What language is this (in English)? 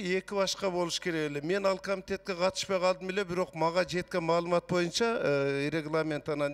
Kyrgyz